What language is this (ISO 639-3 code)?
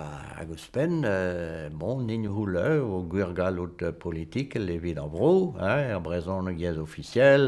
bre